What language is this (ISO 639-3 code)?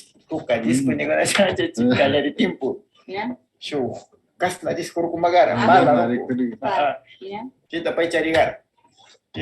qvz